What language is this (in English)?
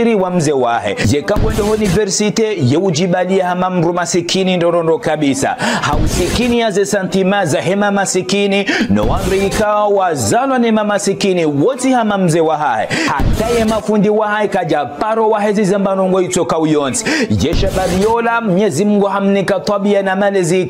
Ngazidja Comorian